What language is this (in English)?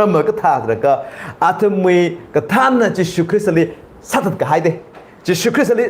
Tangkhul Naga (India)